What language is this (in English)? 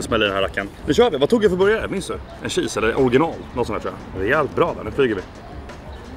Swedish